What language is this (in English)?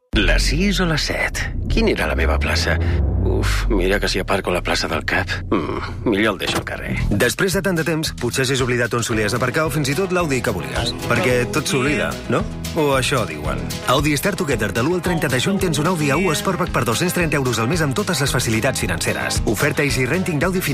Catalan